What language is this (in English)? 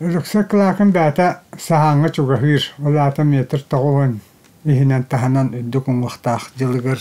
Yakut